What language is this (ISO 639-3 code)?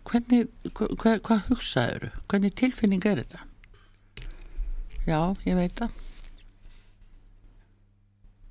isl